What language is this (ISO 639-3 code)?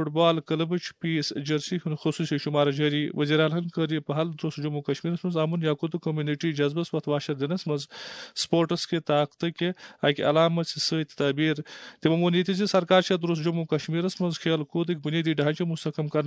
kas